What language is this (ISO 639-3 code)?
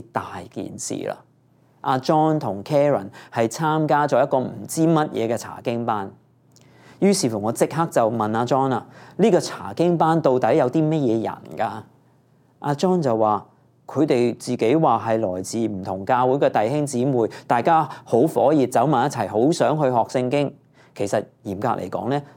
yue